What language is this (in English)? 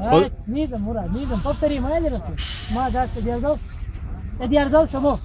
Chechen